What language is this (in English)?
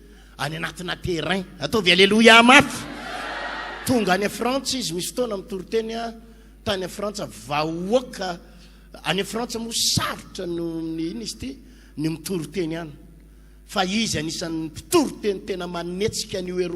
Malagasy